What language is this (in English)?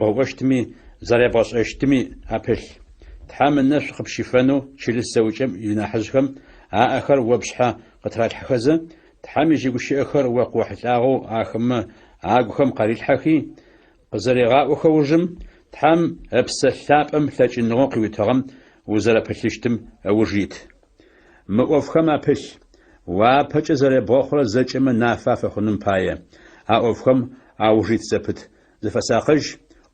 Adyghe